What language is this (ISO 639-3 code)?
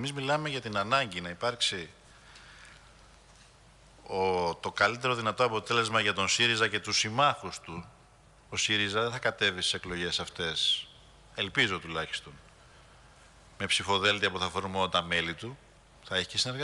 ell